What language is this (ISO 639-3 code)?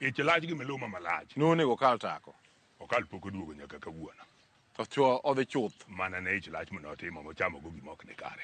luo